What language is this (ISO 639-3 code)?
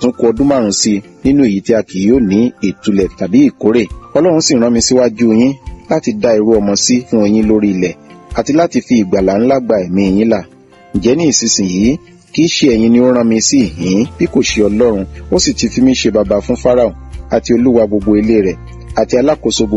yor